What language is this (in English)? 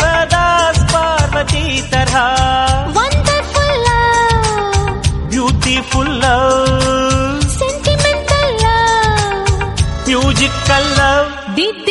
Kannada